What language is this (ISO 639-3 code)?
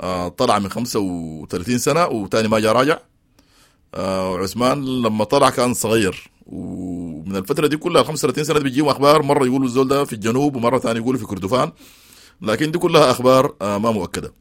apd